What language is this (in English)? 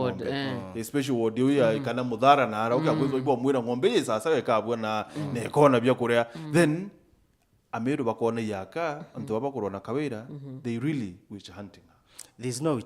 Meru